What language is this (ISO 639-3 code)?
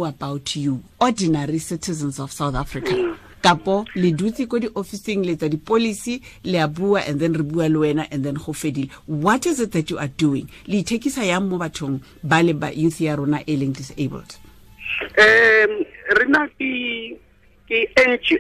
tsn